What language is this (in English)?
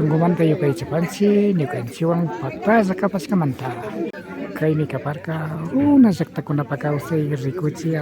Imbabura Highland Quichua